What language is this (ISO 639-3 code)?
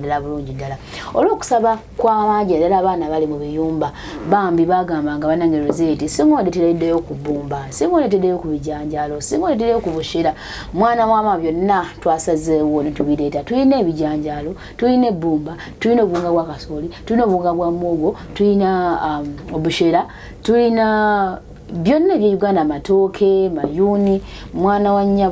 lug